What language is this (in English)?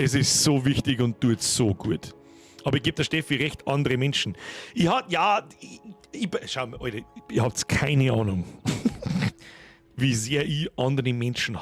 Bavarian